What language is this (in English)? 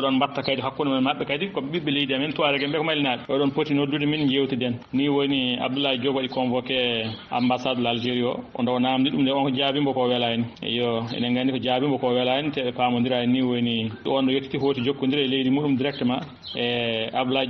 Fula